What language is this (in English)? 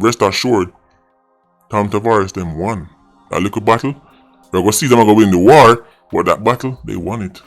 Jamaican Creole English